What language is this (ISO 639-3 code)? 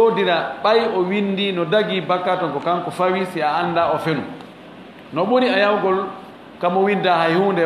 ful